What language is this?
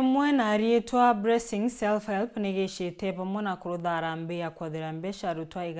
Meru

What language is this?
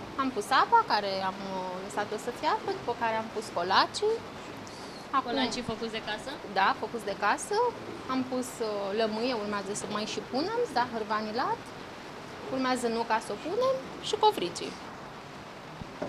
Romanian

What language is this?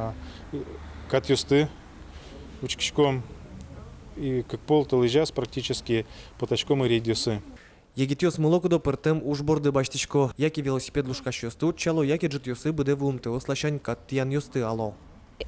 Udmurt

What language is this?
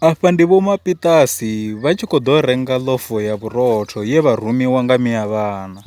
Venda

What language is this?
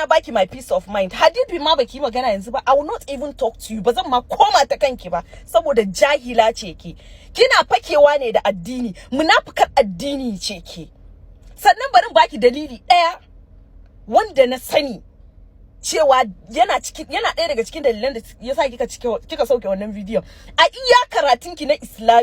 Hausa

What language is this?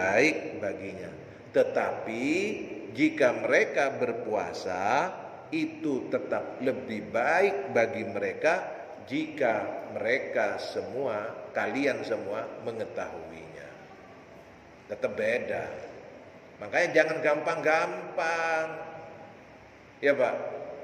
Indonesian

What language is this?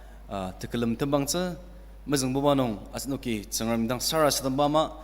Ao Naga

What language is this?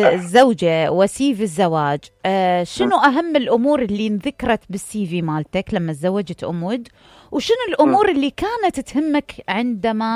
Mesopotamian Arabic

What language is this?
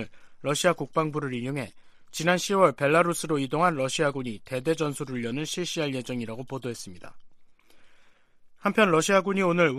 Korean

